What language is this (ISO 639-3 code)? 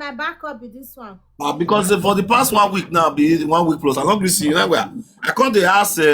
pcm